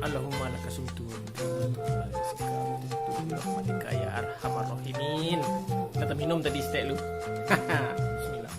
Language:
Minangkabau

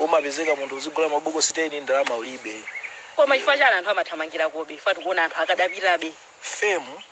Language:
Nyanja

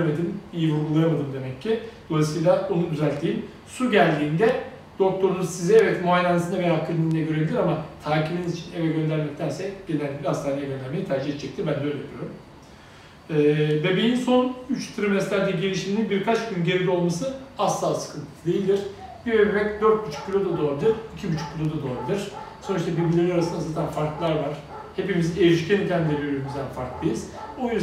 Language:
Turkish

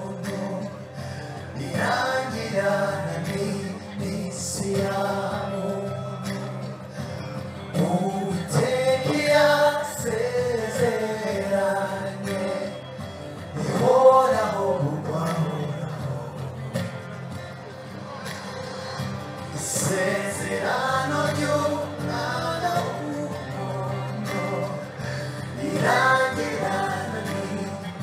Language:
Kinyarwanda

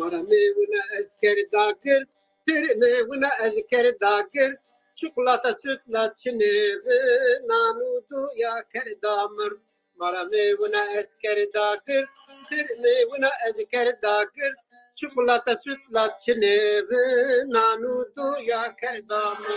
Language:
Zaza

